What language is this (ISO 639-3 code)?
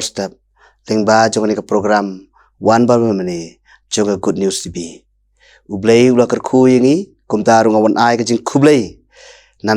kha